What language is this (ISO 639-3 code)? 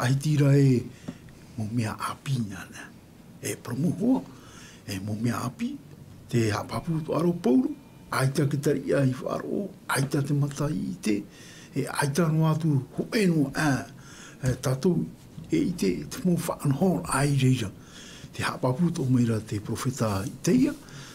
tah